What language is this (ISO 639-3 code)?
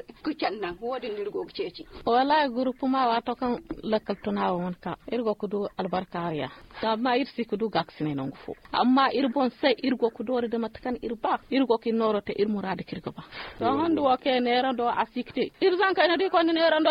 dje